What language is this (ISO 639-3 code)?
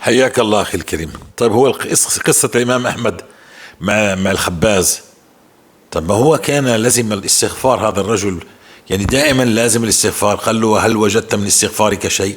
apc